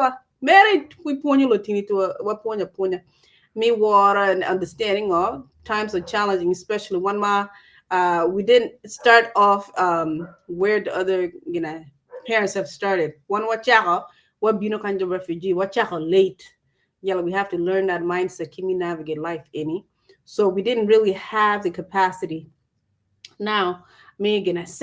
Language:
Acoli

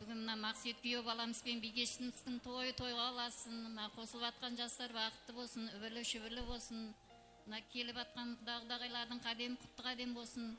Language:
Kara-Kalpak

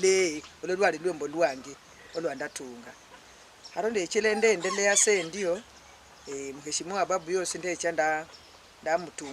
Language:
Luyia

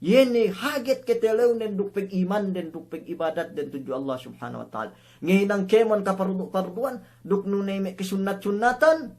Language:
Yakan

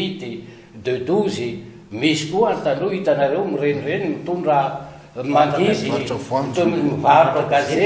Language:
Malagasy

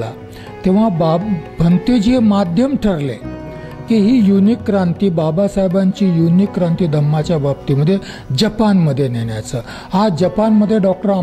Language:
Marathi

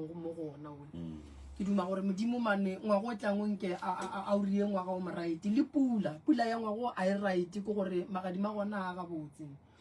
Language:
Northern Sotho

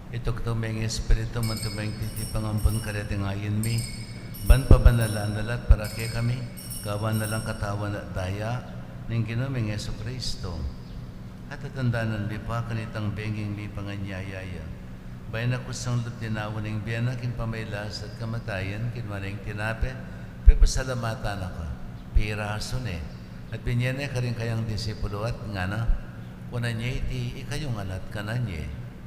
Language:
Pampanga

